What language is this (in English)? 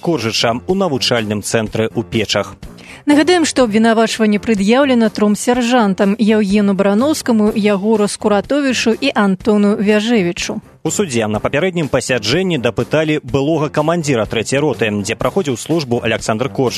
Belarusian